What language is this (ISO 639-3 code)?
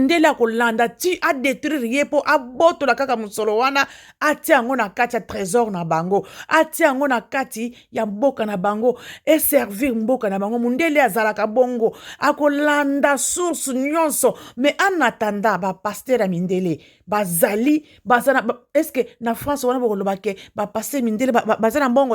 lin